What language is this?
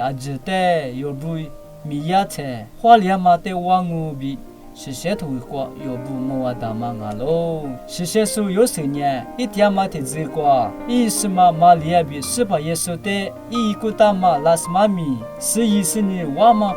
Lisu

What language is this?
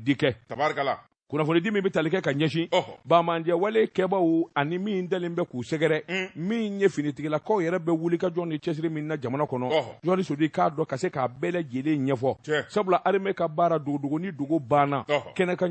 Bambara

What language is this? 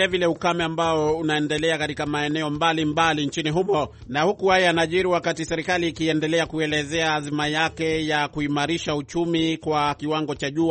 Swahili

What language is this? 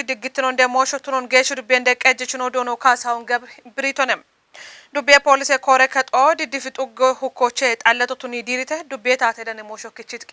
Kafa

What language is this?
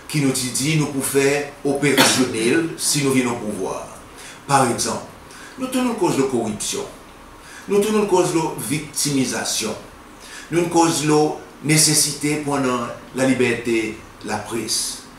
Seselwa Creole French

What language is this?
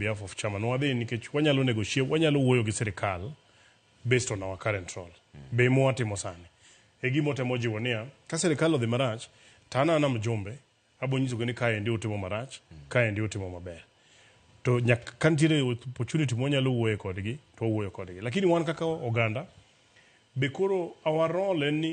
Luo (Kenya and Tanzania)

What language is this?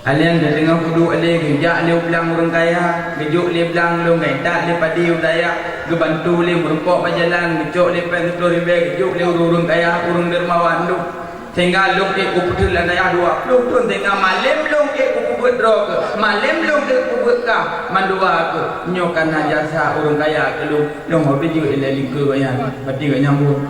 Achinese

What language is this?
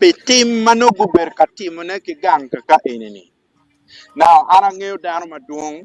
Acoli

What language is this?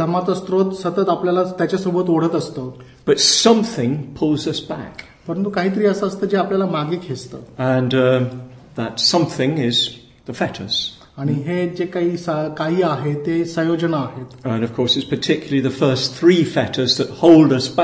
Marathi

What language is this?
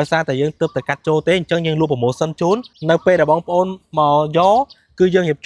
Khmer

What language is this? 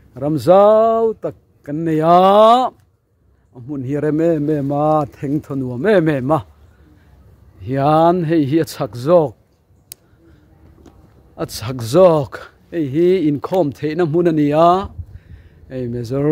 Mizo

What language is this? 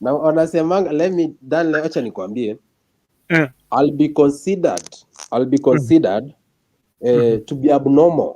Gusii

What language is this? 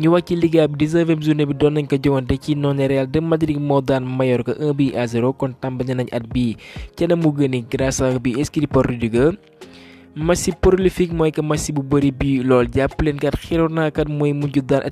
Wolof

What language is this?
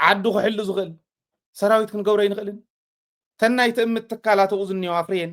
Tigrinya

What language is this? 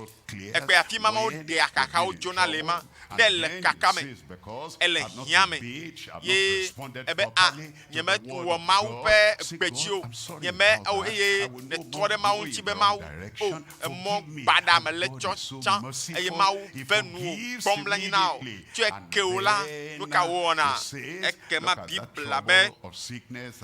Ewe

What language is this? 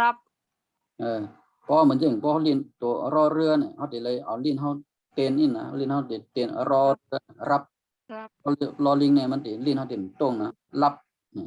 Shan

